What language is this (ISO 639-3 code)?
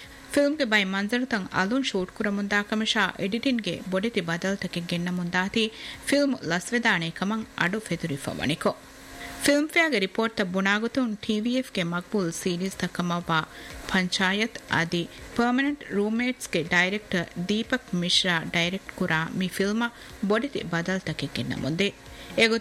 div